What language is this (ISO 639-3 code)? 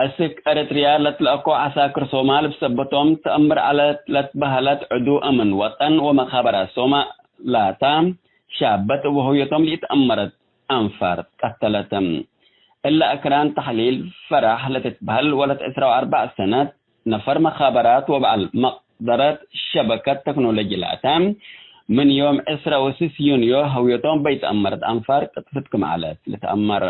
tig